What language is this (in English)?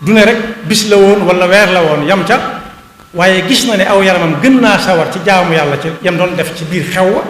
Wolof